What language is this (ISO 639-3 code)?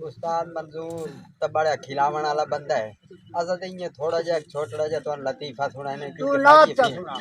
skr